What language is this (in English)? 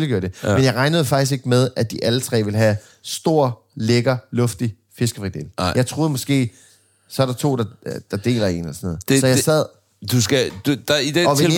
Danish